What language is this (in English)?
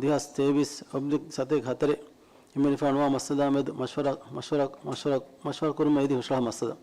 Divehi